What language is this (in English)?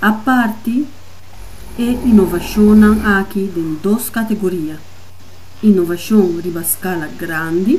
Papiamento